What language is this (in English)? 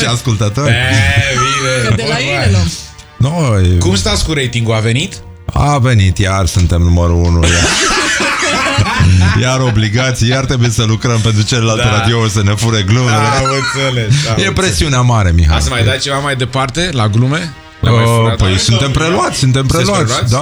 Romanian